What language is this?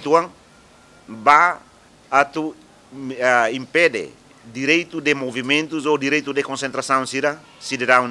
Tetum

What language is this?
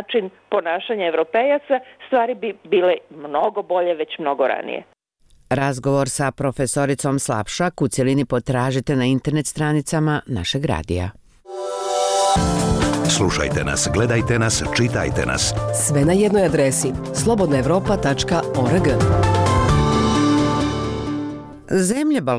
Bosnian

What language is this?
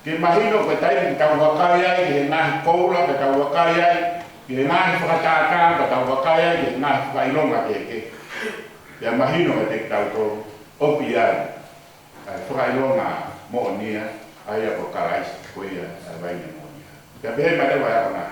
Tongan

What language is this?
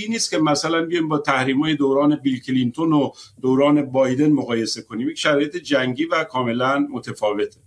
Persian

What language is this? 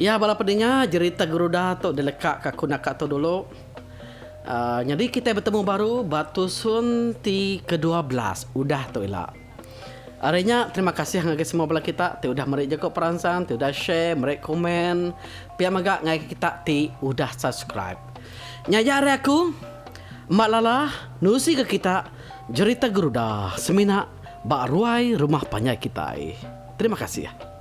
Iban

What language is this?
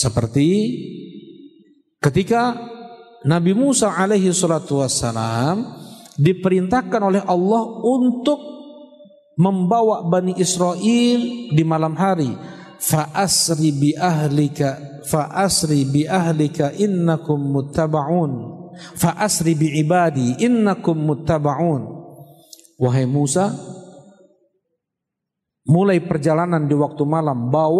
Indonesian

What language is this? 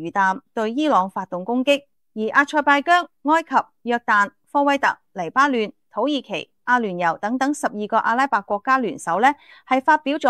Cantonese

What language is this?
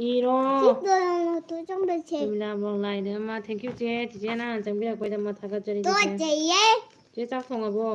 Manipuri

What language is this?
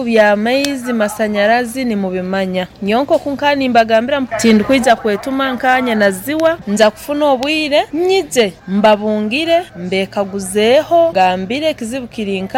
Nyoro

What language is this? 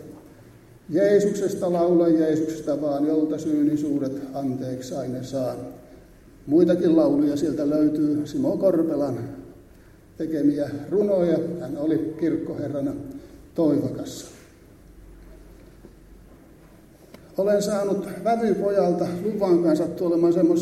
Finnish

